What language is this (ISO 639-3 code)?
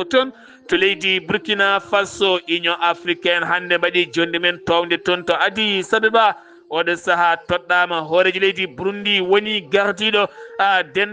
ful